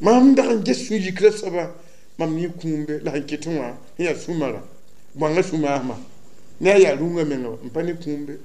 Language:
Mossi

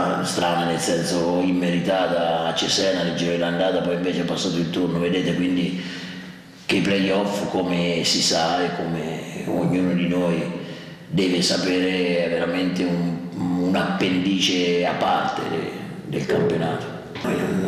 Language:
Italian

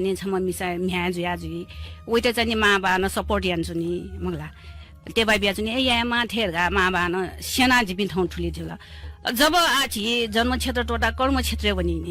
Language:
Newari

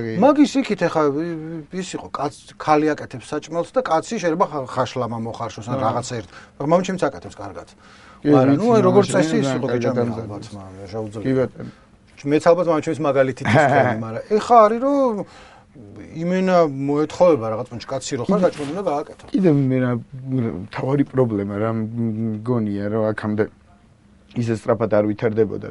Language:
Georgian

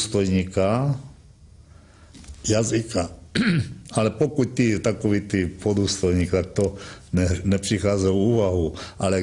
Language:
Czech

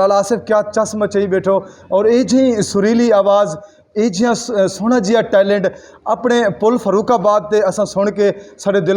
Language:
Saraiki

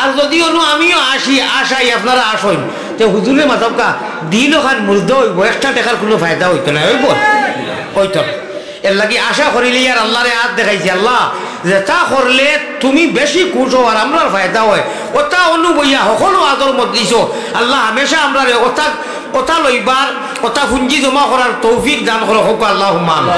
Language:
Sylheti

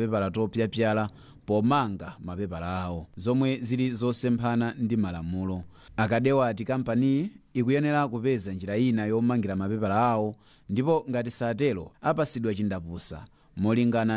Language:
Nyanja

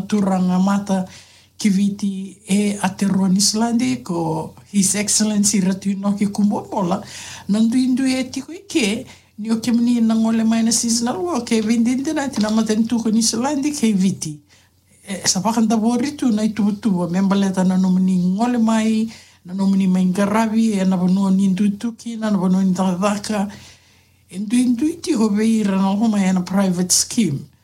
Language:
Fijian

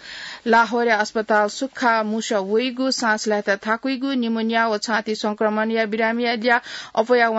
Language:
Newari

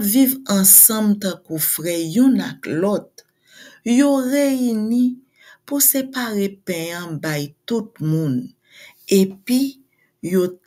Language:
Haitian Creole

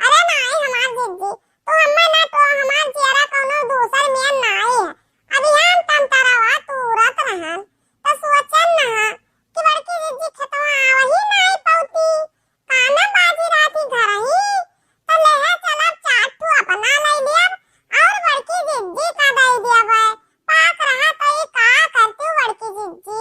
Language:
Awadhi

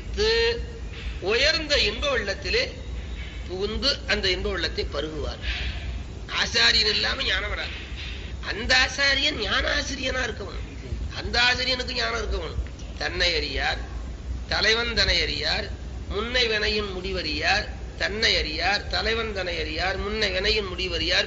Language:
Tamil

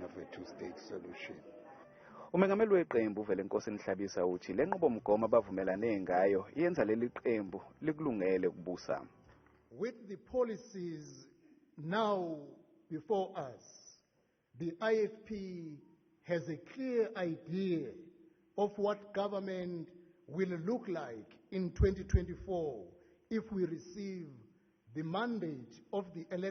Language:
Zulu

